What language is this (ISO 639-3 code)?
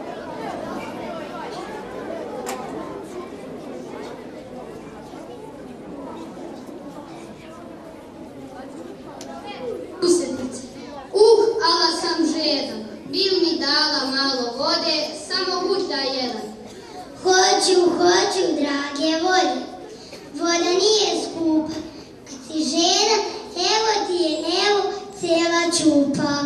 srp